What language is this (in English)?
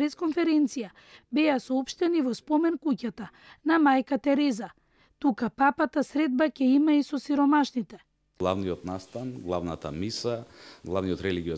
Macedonian